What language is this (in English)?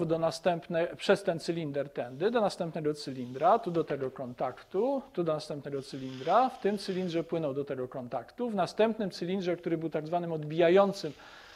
Polish